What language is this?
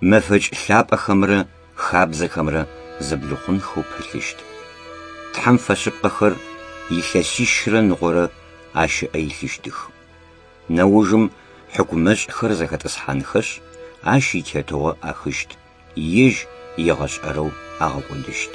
Adyghe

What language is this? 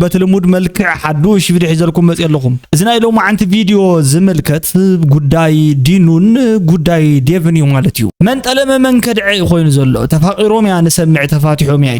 Tigrinya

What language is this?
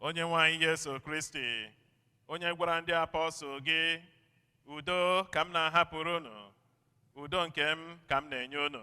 Igbo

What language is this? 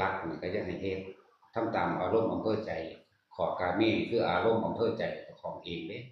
Northeastern Thai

